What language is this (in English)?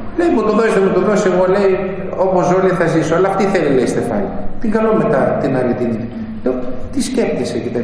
Greek